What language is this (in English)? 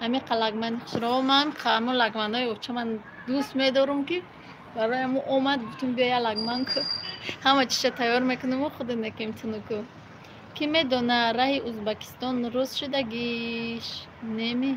Tajik